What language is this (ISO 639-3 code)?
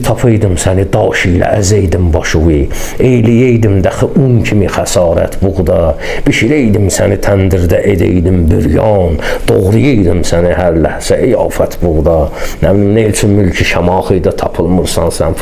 aze